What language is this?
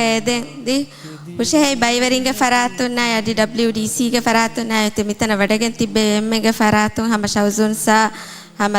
Divehi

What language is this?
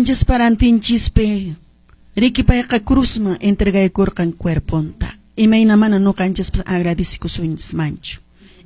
Quechua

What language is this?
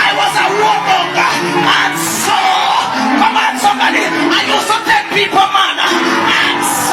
Jamaican Creole English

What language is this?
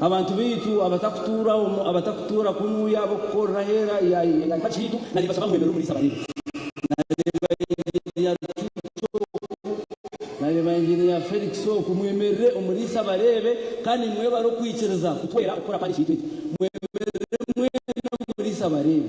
Nyankole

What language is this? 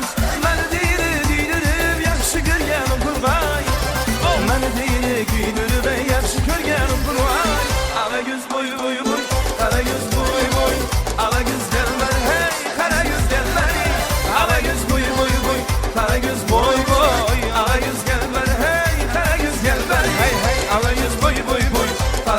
Kara-Kalpak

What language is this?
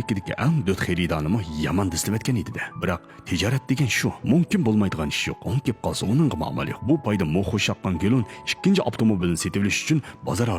Uyghur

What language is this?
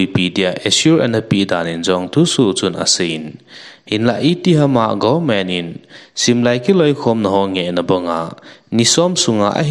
Thado Chin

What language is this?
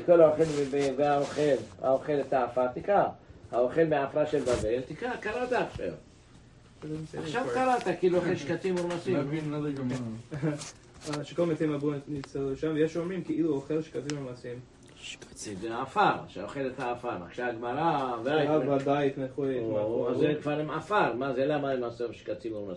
Hebrew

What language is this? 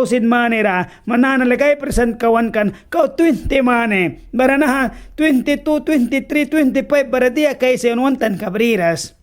Mískito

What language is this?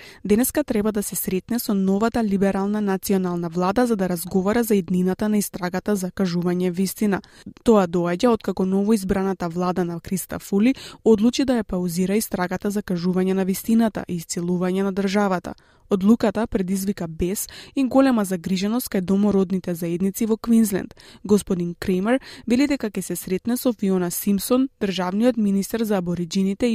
Macedonian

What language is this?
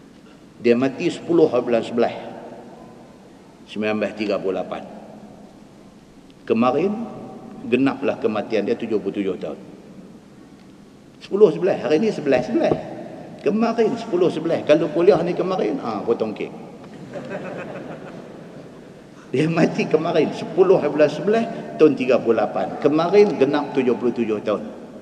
Malay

